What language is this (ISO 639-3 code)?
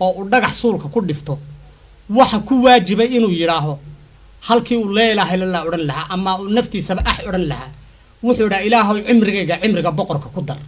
som